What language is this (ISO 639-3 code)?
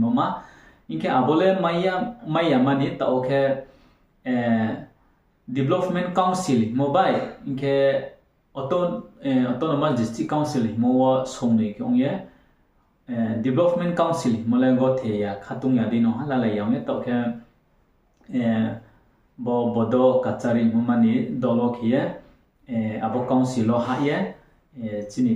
ria